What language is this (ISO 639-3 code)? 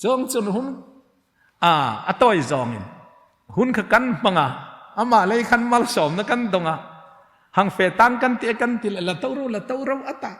hmr